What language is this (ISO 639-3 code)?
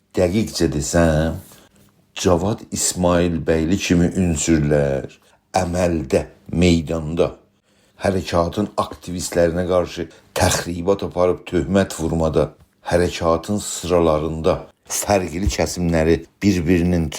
azb